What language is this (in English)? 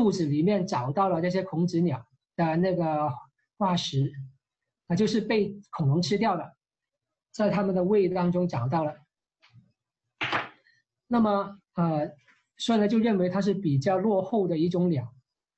Chinese